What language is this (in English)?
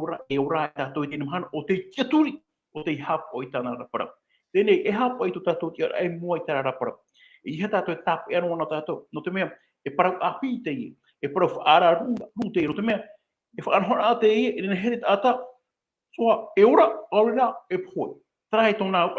Tahitian